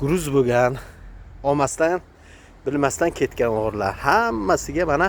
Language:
Uzbek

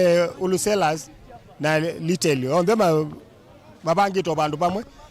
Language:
Kamba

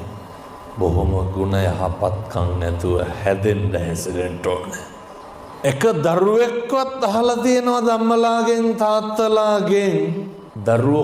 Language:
Sinhala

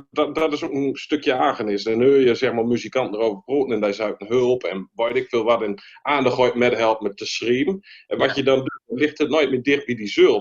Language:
Gronings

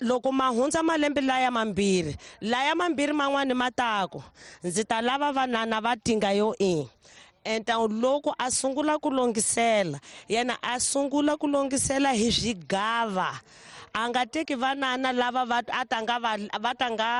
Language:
Tsonga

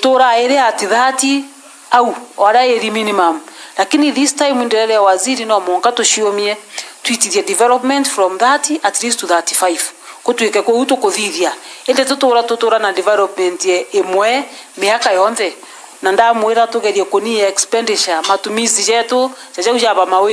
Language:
Meru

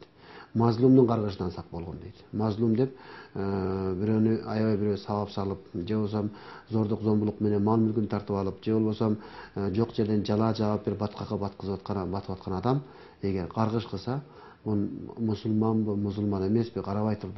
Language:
Kyrgyz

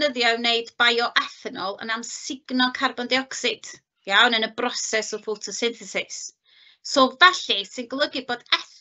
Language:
Welsh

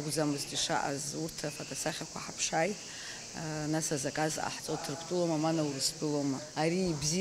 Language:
Abkhazian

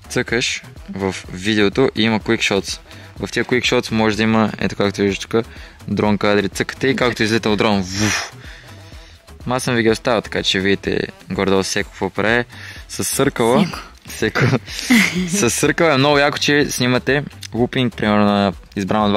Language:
Bulgarian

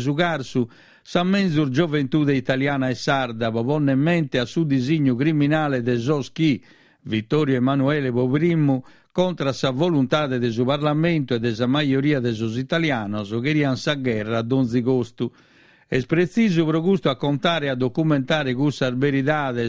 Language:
Sardinian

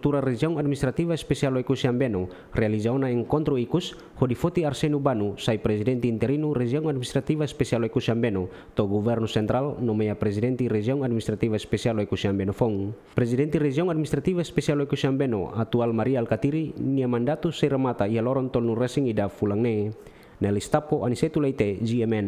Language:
Tetum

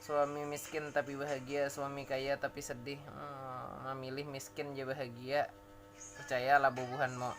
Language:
Banjar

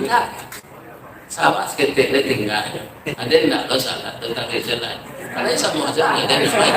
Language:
Minangkabau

